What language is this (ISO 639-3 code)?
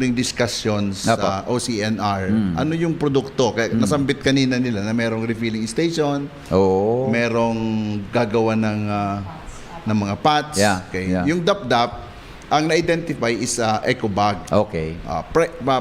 bik